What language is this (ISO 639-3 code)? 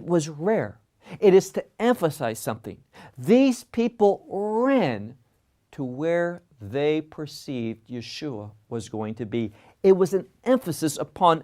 eng